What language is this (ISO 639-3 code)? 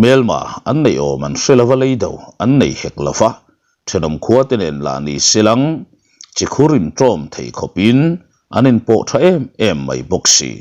lus